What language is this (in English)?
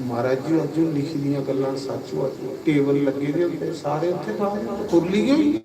Dogri